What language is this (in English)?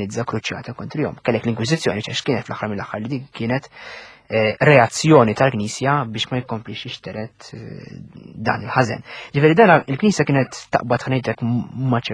Maltese